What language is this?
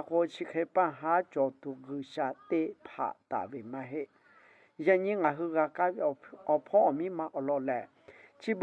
Lahu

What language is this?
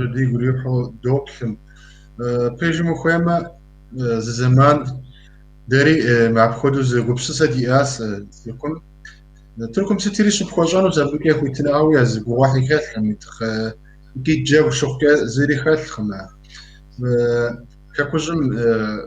Kabardian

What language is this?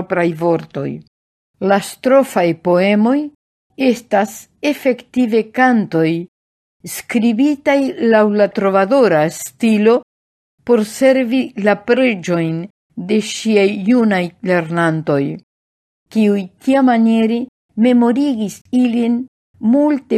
Esperanto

